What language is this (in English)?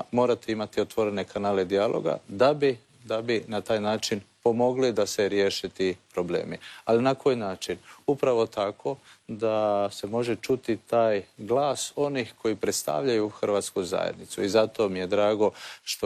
Croatian